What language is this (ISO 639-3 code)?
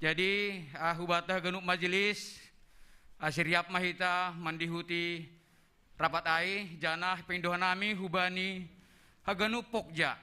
bts